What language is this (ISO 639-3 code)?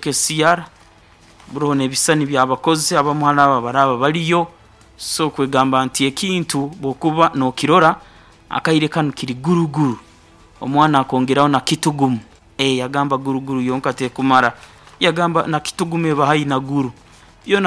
nyo